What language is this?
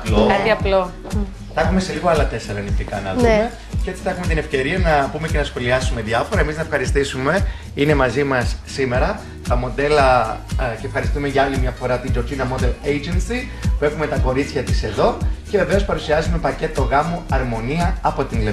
Greek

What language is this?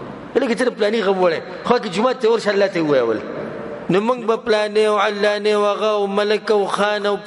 Pashto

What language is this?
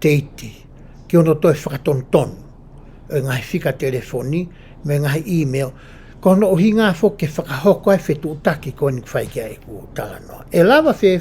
Tongan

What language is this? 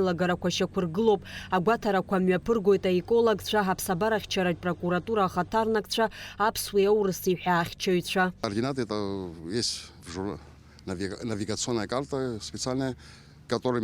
Abkhazian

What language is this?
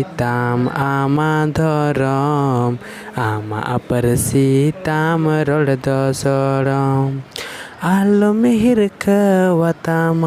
Santali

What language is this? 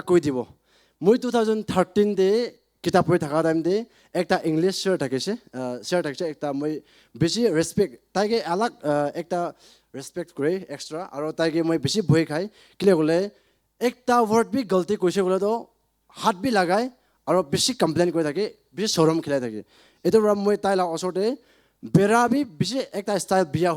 Naga Pidgin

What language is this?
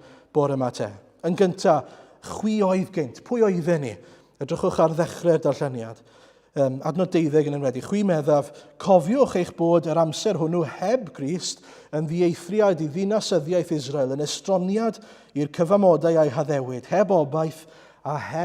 Welsh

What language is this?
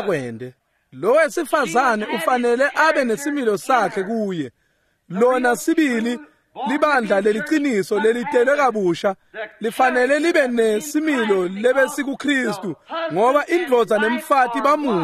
Swati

